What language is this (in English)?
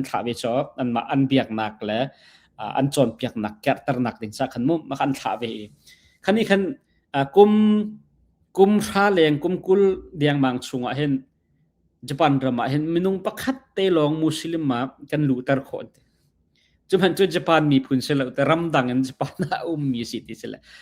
Hakha Chin